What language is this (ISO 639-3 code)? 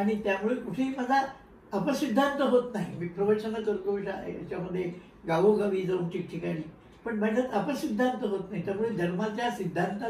mar